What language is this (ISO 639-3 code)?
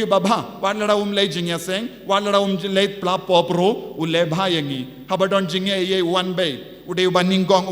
kha